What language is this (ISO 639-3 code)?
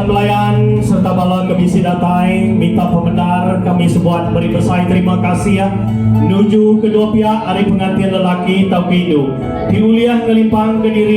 iba